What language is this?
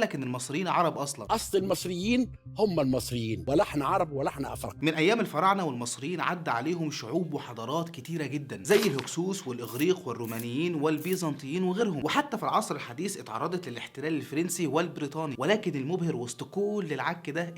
Egyptian Arabic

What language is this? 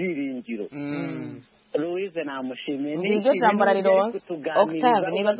Kinyarwanda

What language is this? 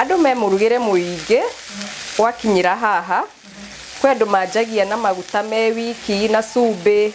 Kikuyu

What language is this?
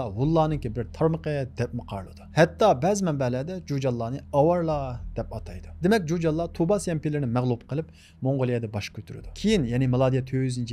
Uyghur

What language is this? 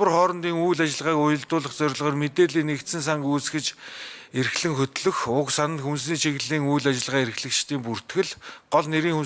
Mongolian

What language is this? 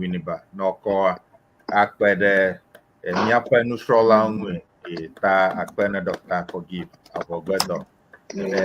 Ewe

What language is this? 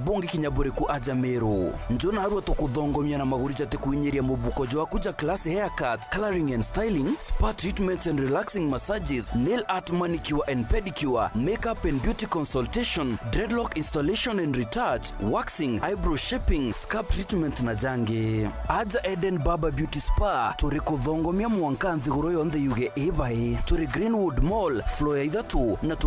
Meru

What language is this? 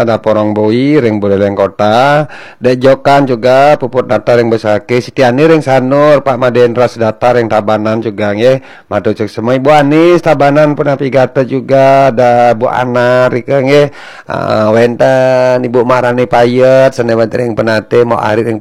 Balinese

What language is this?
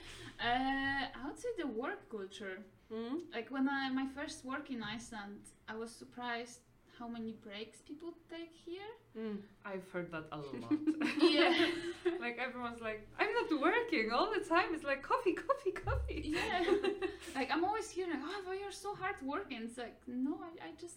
English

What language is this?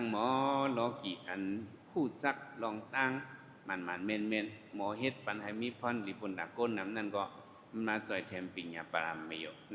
Shan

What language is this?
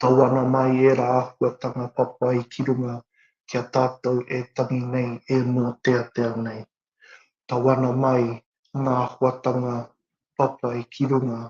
Māori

